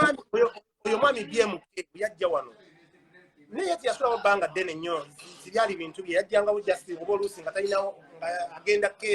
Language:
Ganda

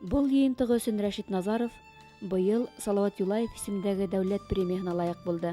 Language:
Bashkir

